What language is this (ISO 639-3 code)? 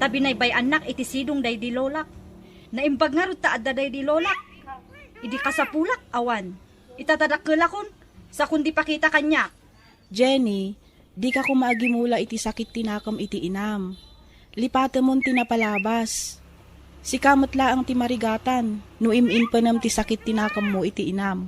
ilo